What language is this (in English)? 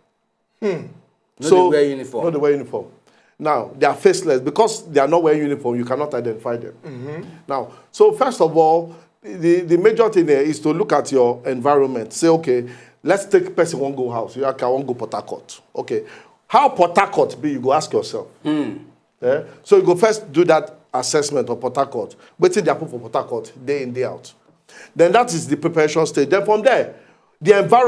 Nigerian Pidgin